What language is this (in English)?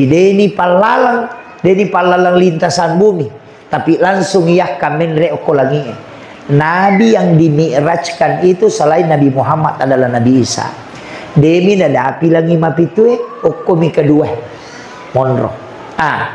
Buginese